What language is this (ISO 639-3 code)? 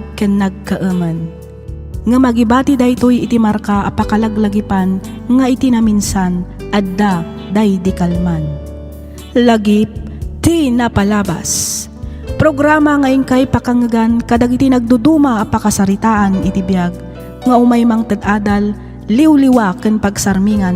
ilo